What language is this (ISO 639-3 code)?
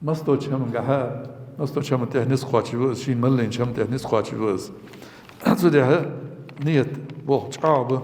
inh